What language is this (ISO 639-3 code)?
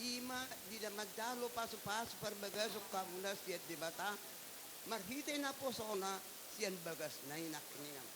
bbc